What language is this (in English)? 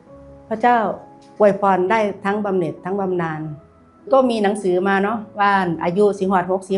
Northeastern Thai